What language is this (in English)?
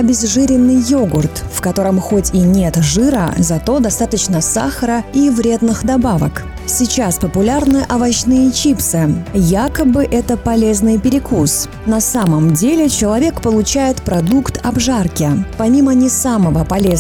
Russian